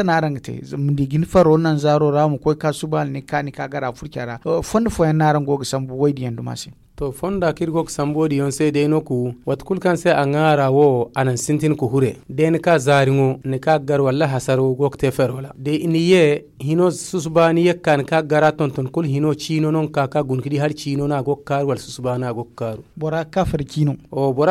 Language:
Zarma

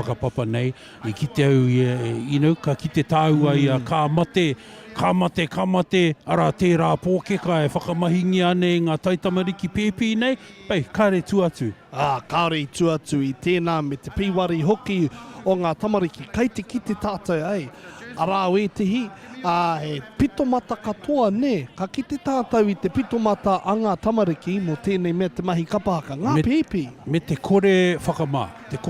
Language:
Māori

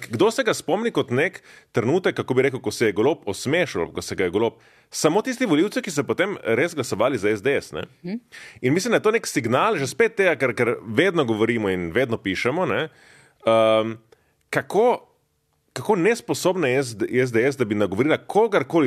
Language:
Slovenian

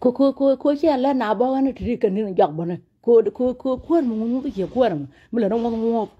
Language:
Nuer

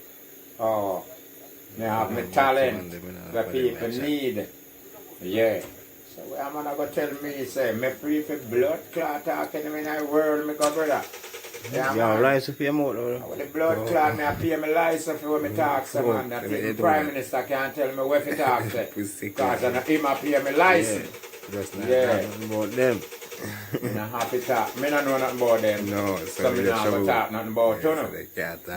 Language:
Jamaican Creole English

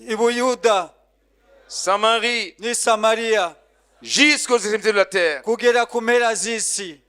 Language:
Kinyarwanda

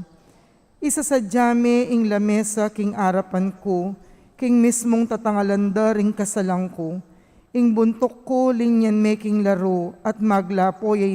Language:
Pampanga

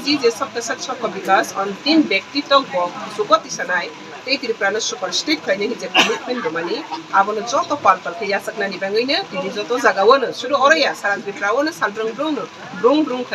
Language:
Kok Borok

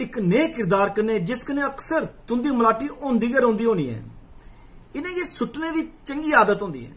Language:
Dogri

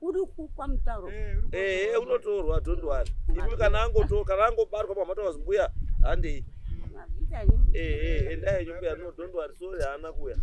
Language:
Shona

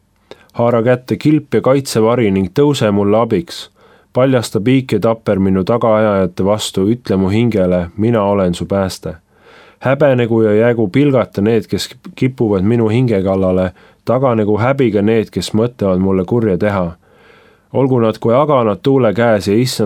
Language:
Estonian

